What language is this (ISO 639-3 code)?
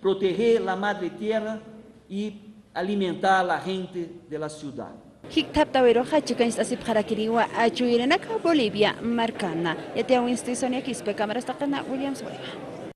aym